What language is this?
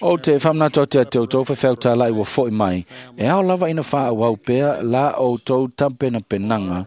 Samoan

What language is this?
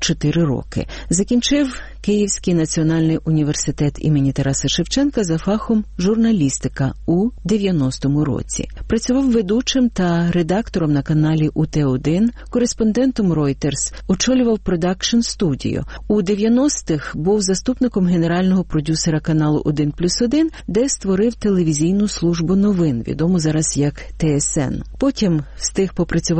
Ukrainian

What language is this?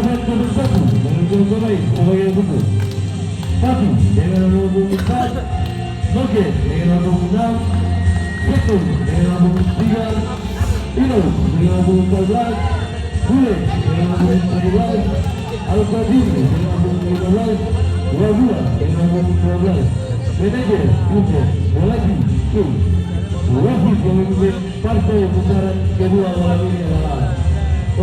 Ambonese Malay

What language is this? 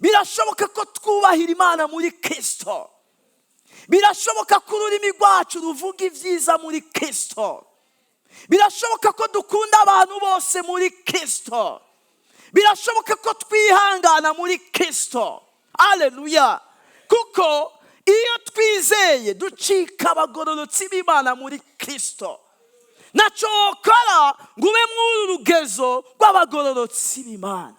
Rundi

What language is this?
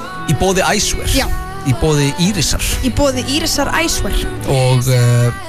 Icelandic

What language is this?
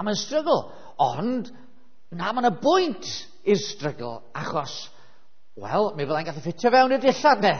Welsh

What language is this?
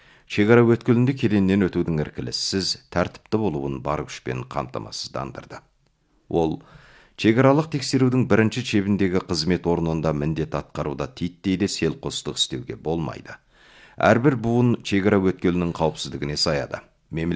Kazakh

